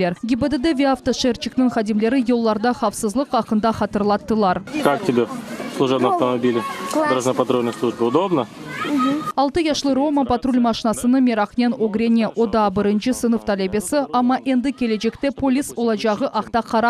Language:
Crimean Tatar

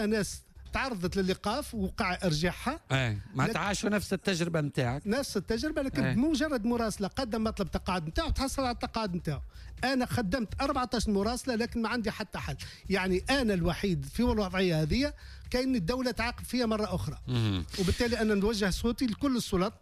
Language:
Tunisian Arabic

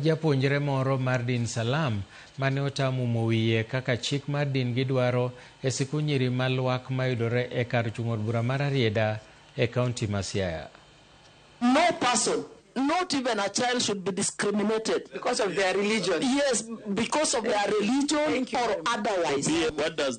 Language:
Luo (Kenya and Tanzania)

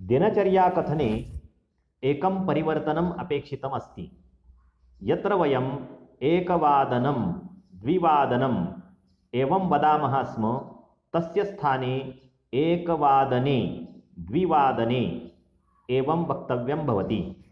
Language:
Sanskrit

